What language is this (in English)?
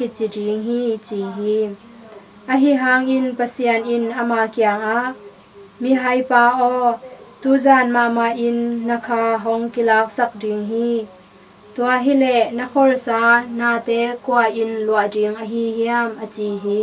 Tedim Chin